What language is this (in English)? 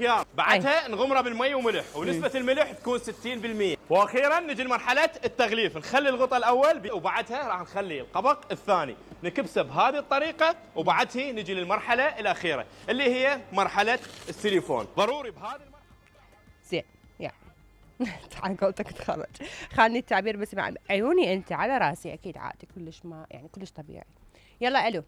Mesopotamian Arabic